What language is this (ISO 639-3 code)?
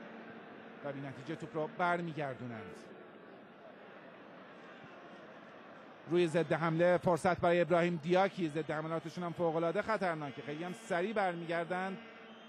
fas